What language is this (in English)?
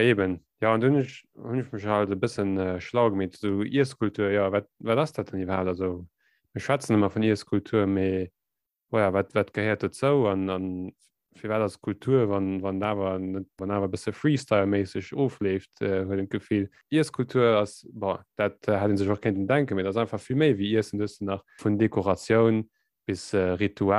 Luxembourgish